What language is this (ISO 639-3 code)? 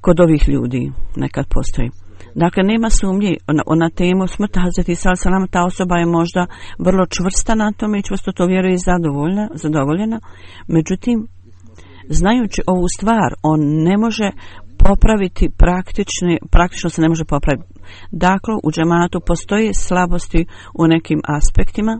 bos